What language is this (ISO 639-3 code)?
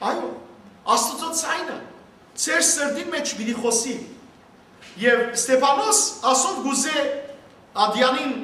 hyw